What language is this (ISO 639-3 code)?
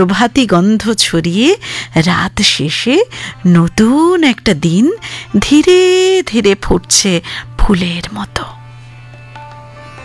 ben